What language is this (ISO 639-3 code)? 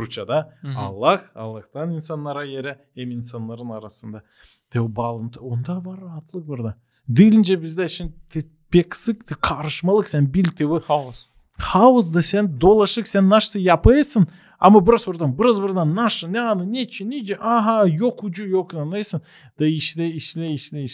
gag